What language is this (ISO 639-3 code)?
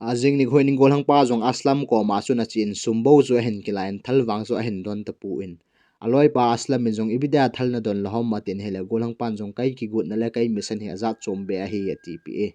tcz